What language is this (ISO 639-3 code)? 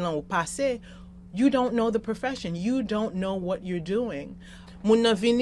hat